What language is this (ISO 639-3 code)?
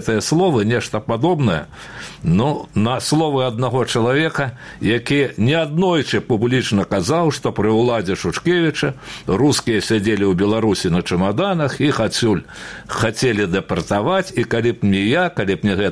bel